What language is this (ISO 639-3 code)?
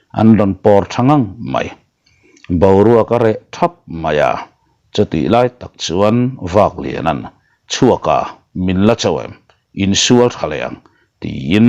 lus